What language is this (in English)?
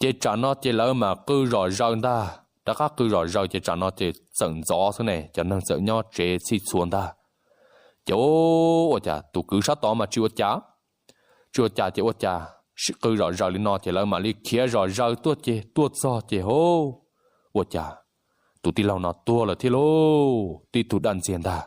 Hmong